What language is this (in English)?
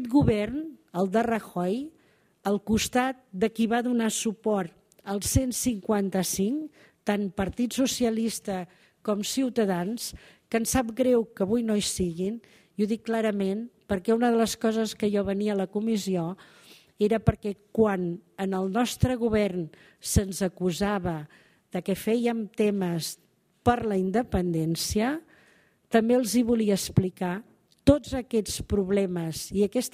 Catalan